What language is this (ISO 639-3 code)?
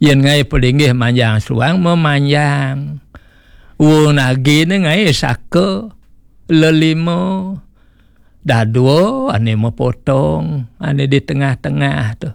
ban